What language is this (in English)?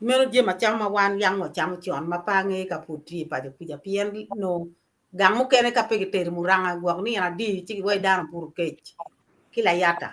Acoli